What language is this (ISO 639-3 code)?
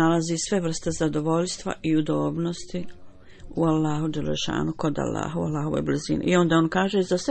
bos